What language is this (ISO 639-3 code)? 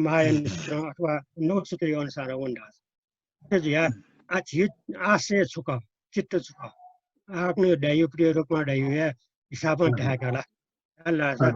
new